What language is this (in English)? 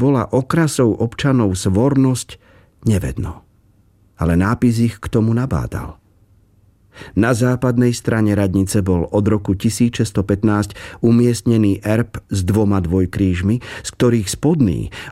Slovak